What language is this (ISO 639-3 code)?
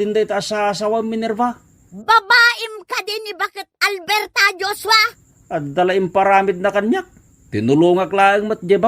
ilo